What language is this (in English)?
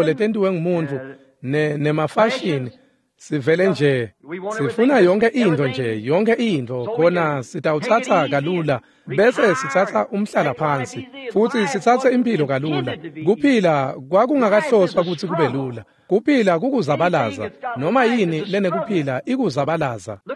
Swati